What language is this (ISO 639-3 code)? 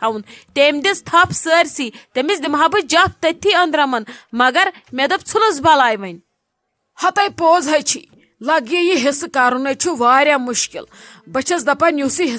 kas